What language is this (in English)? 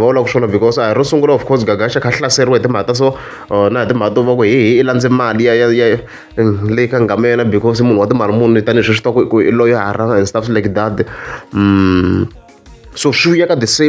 Tsonga